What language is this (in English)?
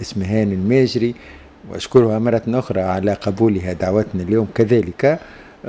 Tunisian Arabic